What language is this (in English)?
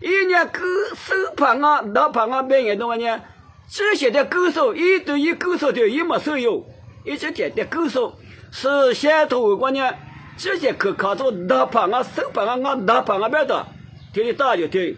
Lisu